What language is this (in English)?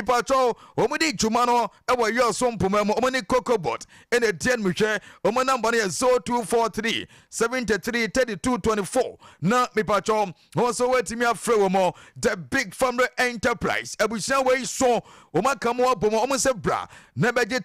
Akan